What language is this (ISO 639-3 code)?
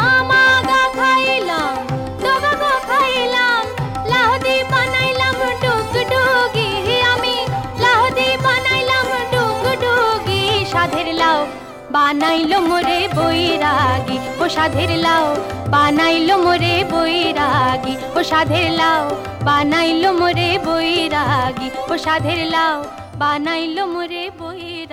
ben